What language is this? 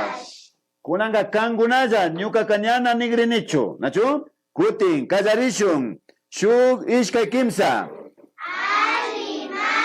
Imbabura Highland Quichua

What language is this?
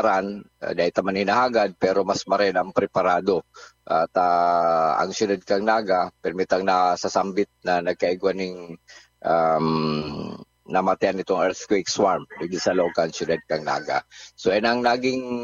Bikol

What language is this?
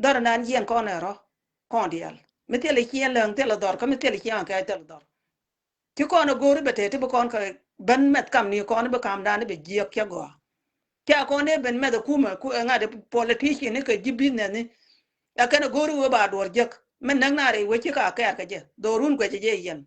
Nuer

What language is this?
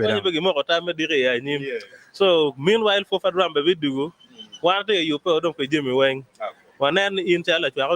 Acoli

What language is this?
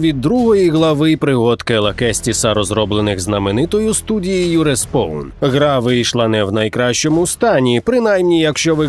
Ukrainian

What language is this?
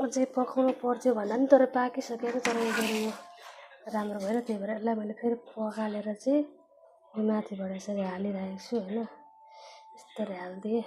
Nepali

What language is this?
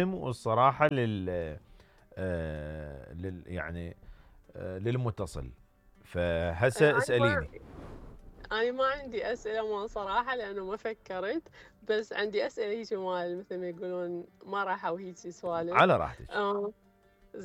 Mesopotamian Arabic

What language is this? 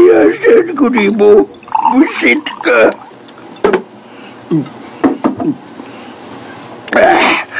Cebuano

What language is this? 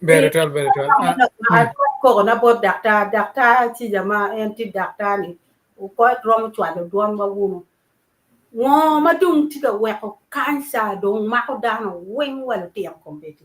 Acoli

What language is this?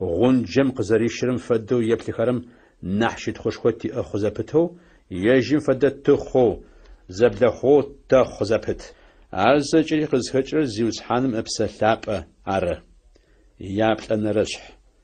Adyghe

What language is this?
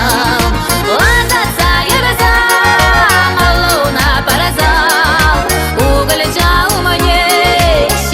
Chuvash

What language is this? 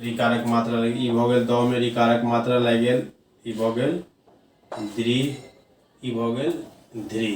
Maithili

